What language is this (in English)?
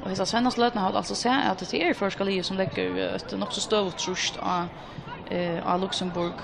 Faroese